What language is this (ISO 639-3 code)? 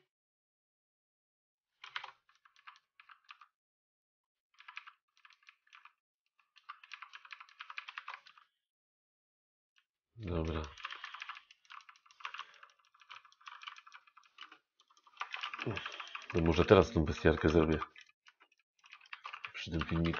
pol